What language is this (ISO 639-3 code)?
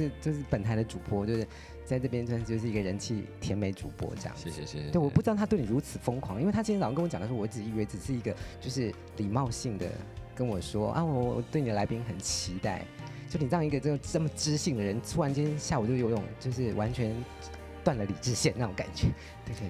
zho